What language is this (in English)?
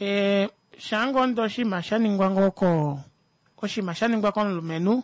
Kuanyama